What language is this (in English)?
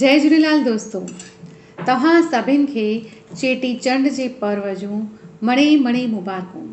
Sindhi